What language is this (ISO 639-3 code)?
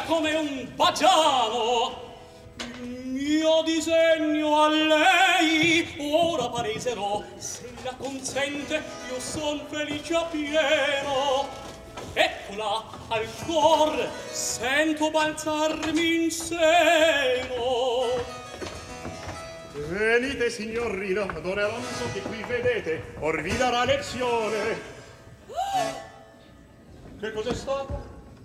ita